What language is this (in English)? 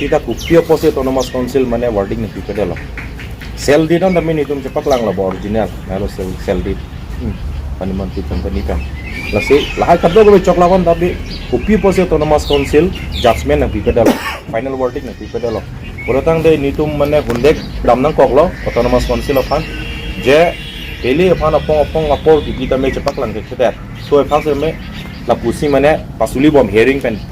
Karbi